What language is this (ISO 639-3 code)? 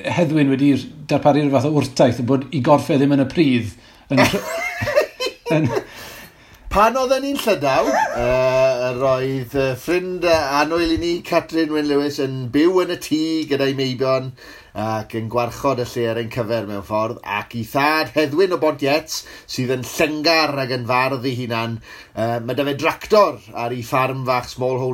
cym